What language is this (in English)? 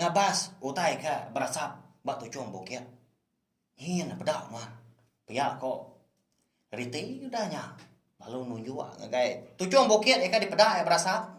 Iban